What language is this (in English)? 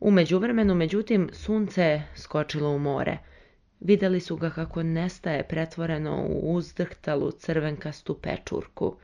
Serbian